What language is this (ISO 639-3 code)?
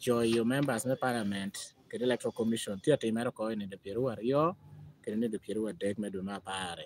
laj